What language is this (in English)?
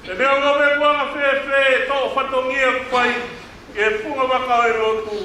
Tongan